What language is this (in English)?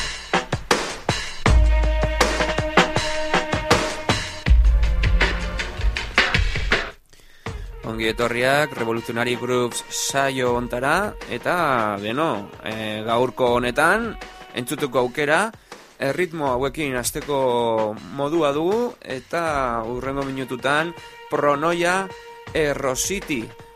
Basque